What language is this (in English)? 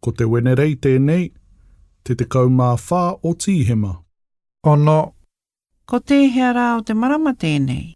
Māori